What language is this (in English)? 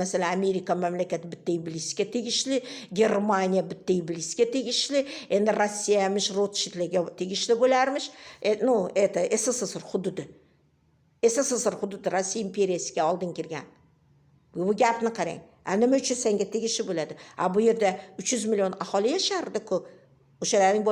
Uzbek